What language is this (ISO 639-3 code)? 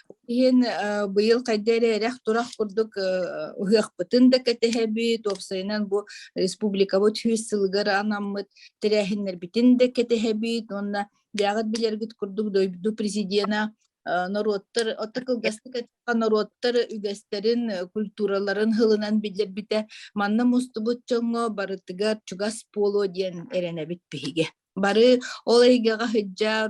sah